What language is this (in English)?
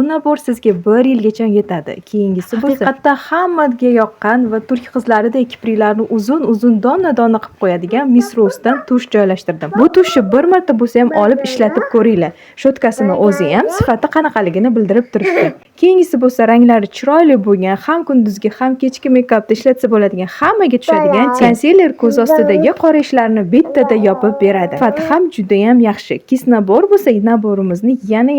Uzbek